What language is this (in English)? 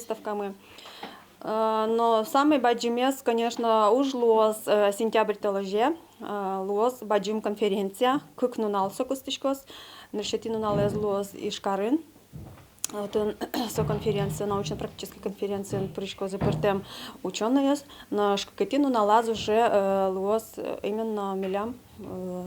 Udmurt